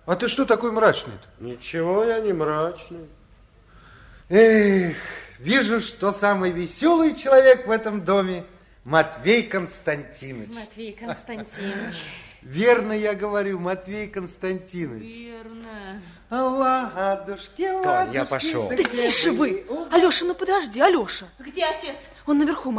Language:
Russian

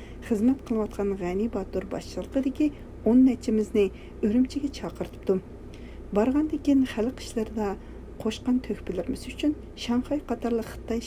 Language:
Uyghur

